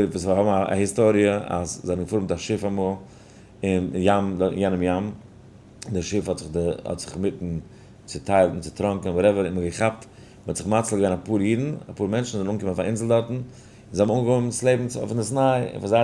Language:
Yiddish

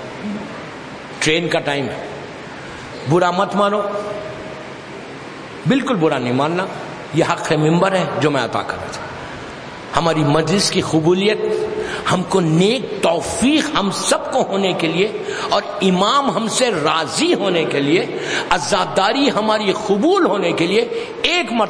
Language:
Urdu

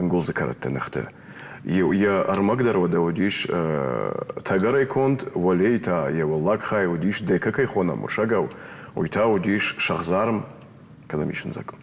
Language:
Ossetic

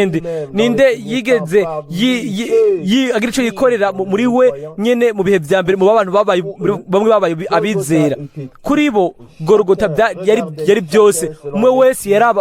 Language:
Rundi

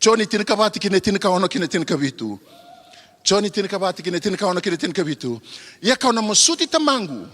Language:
Fijian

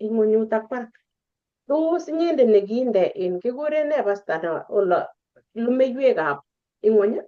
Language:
Kalenjin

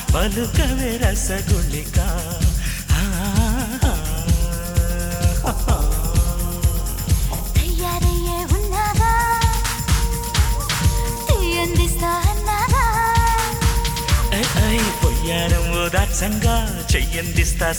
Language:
Telugu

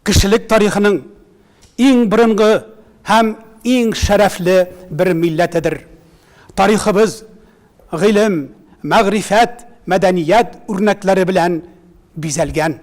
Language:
Tatar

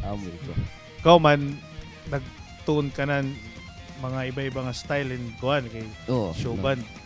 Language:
Waray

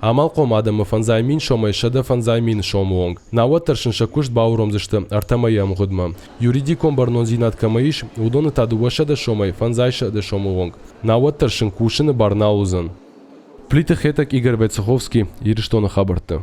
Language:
Ossetic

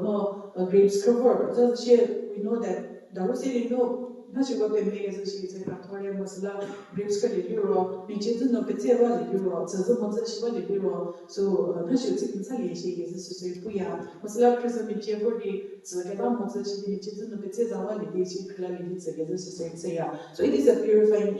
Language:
Angami Naga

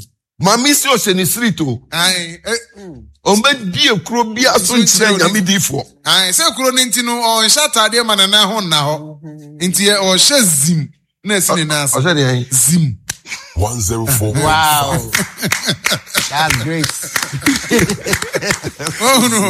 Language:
Akan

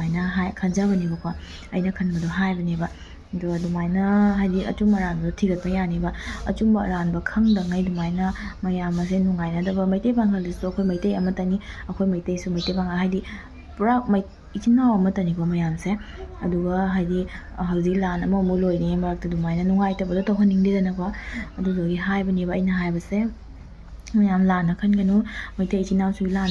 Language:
Manipuri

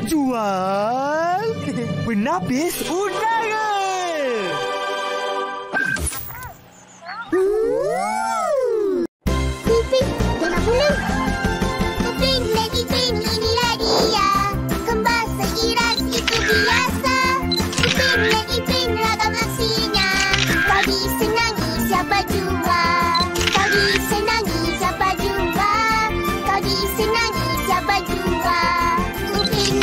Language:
Malay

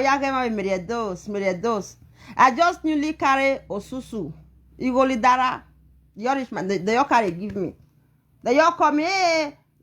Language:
Nigerian Pidgin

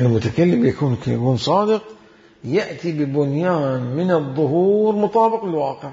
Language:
Mesopotamian Arabic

